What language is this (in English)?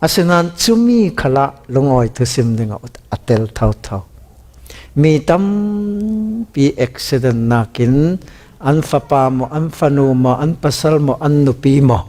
Falam Chin